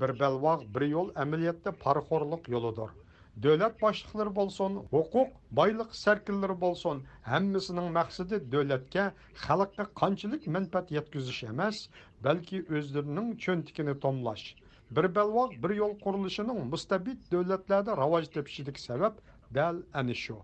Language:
Uyghur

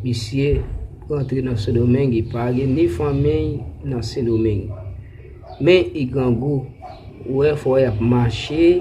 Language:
Haitian Creole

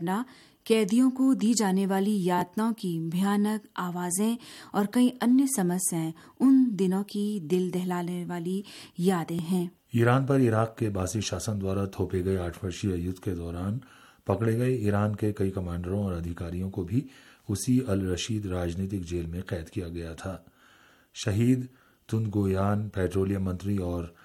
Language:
Hindi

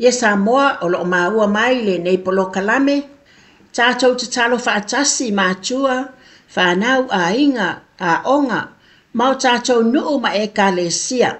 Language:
Samoan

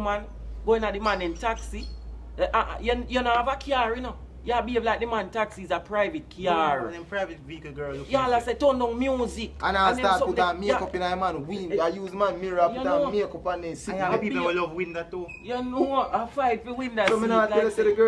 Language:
Jamaican Creole English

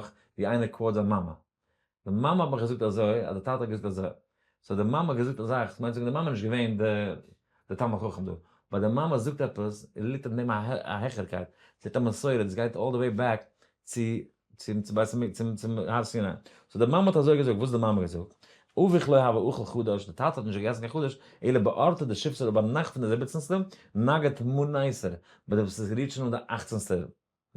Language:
Yiddish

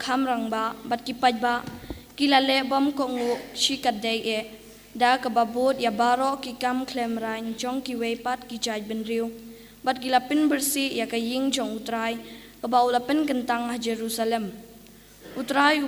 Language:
Khasi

